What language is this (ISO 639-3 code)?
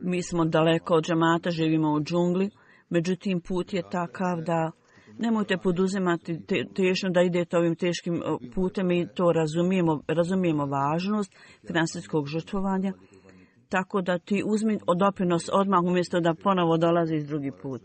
bos